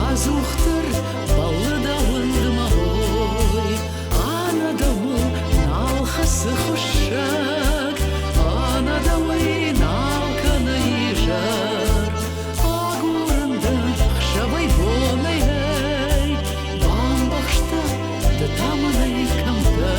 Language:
Ossetic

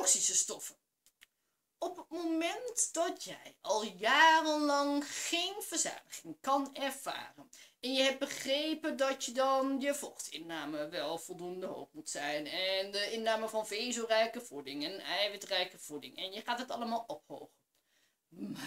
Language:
Dutch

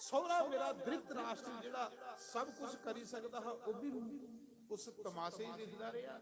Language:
Dogri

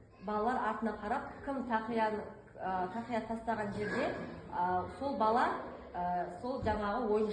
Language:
Kazakh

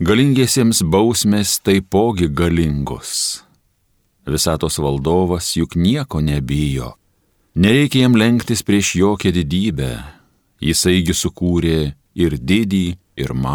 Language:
Lithuanian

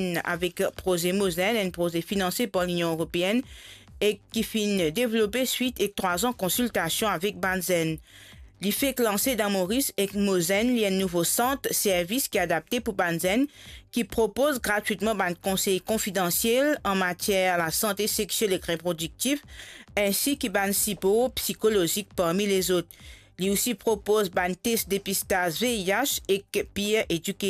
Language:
Morisyen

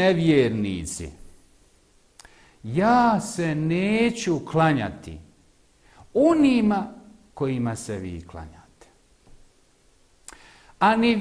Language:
Bosnian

